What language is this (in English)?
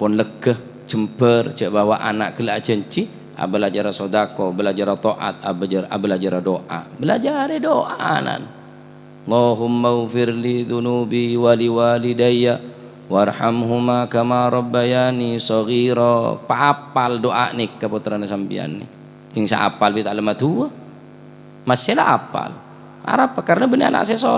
Madurese